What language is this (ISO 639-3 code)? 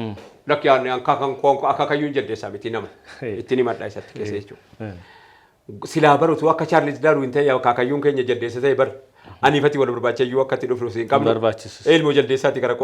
orm